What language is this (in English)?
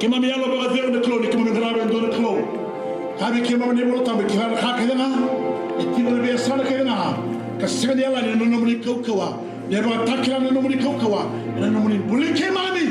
Fijian